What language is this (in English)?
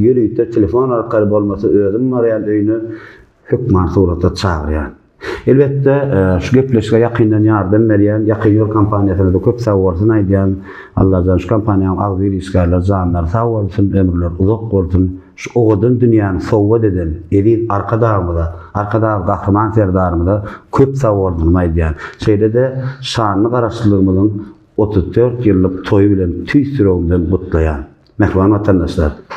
Turkmen